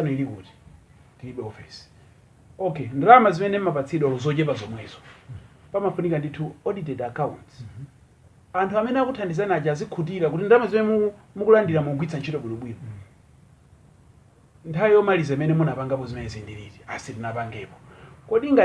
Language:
Nyanja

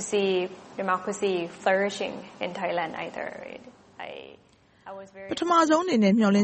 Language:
Burmese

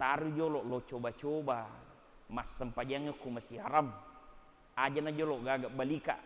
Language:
Buginese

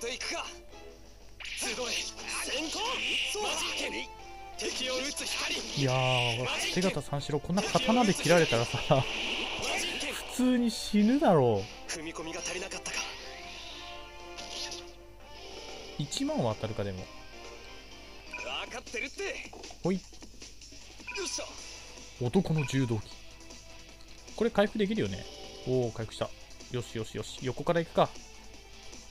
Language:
Japanese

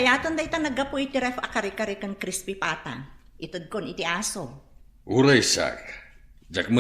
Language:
Iloko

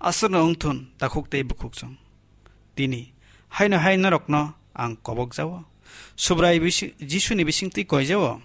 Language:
Kok Borok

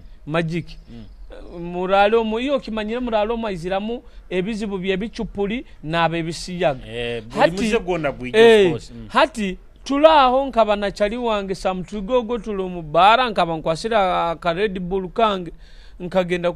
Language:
Nyoro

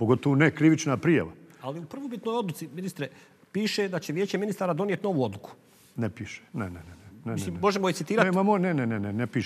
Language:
Bosnian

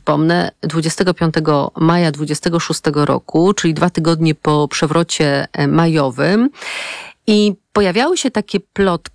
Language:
Polish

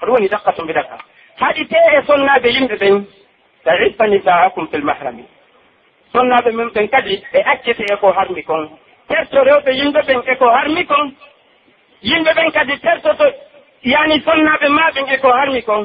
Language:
Pular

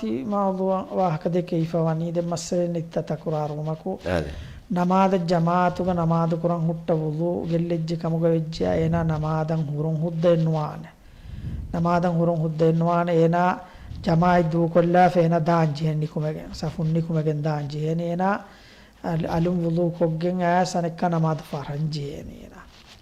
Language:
Divehi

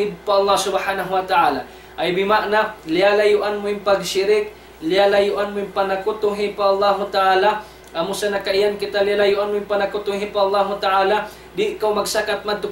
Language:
Tausug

